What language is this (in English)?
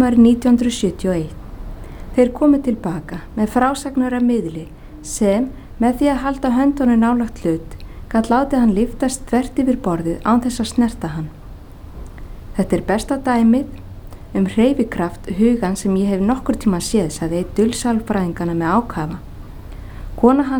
Icelandic